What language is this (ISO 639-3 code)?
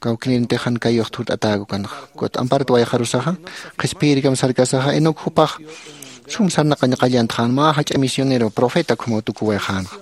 aym